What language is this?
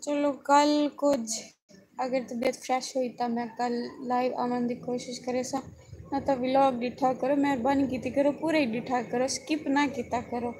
Saraiki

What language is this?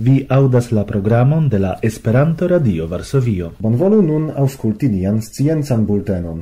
Esperanto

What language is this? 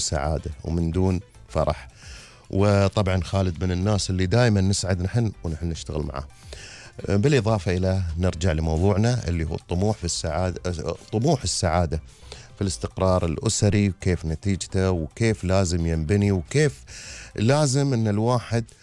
Gulf Arabic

